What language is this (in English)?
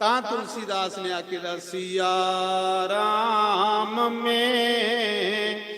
Dogri